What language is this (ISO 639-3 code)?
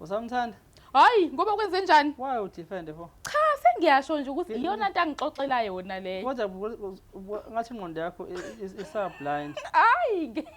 zul